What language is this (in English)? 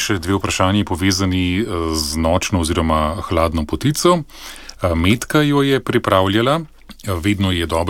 Slovenian